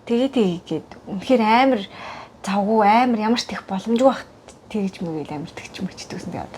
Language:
Mongolian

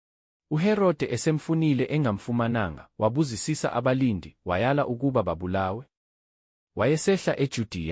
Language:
Zulu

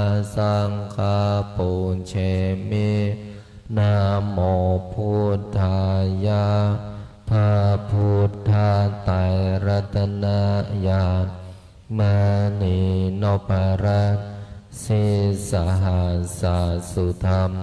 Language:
Pali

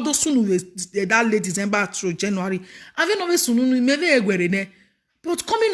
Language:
Nigerian Pidgin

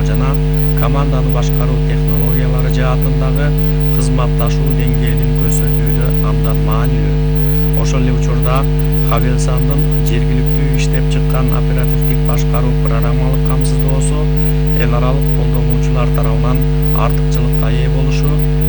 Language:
Kyrgyz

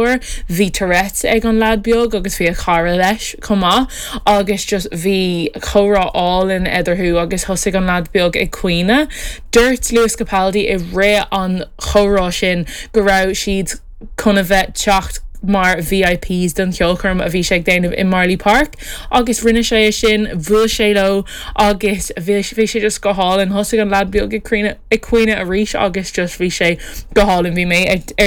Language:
Irish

